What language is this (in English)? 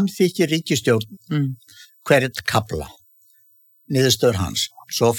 Icelandic